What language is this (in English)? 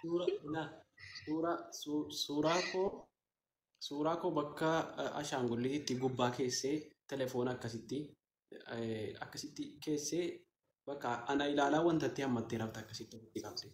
Oromo